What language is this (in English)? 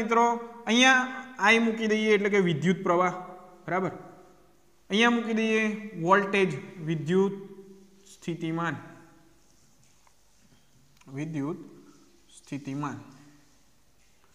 Gujarati